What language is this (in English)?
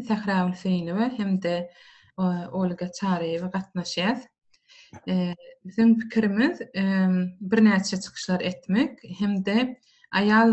Turkmen